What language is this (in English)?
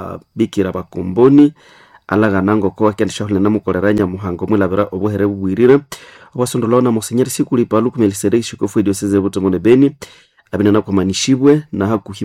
Nande